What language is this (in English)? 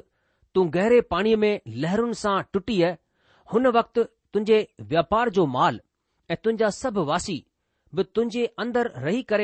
Sindhi